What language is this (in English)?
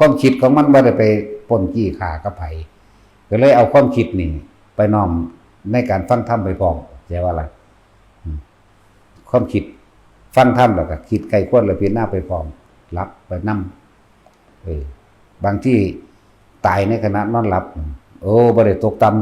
Northeastern Thai